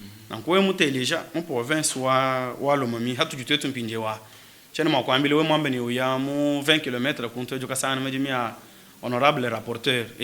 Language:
Luba-Lulua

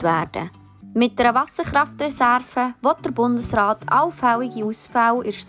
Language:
Swiss German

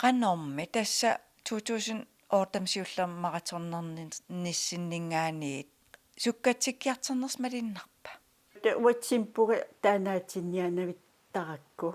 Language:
Kalaallisut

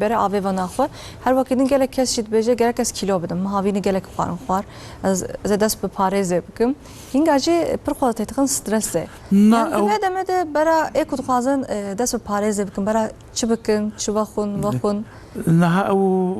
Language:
Kurdish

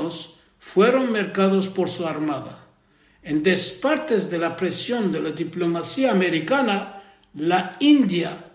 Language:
Ladino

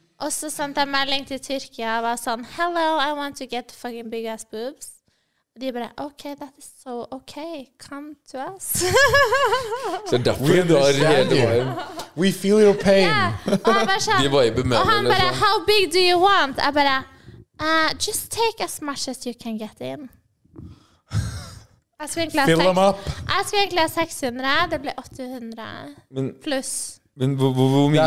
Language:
Norwegian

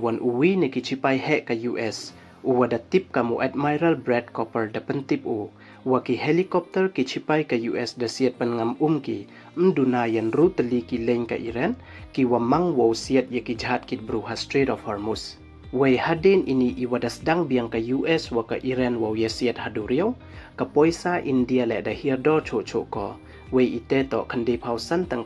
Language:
Pnar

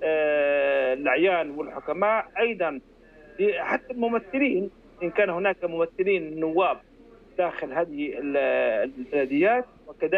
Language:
Arabic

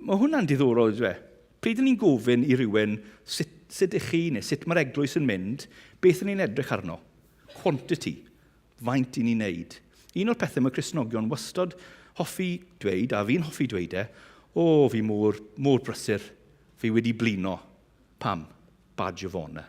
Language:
Welsh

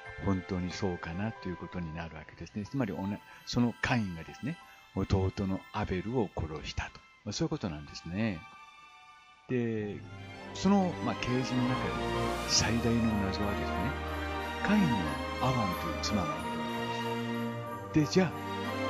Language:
Japanese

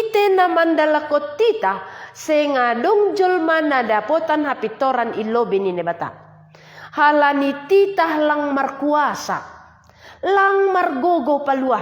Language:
Batak Simalungun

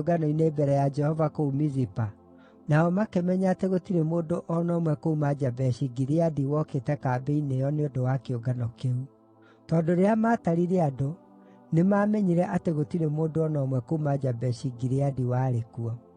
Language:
Kikuyu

